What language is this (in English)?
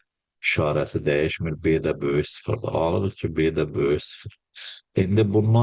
Azerbaijani